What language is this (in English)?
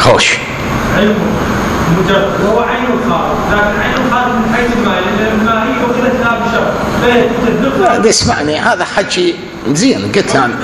Mesopotamian Arabic